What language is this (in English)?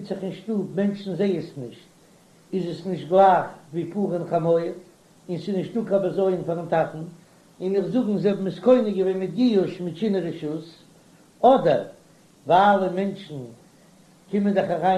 Yiddish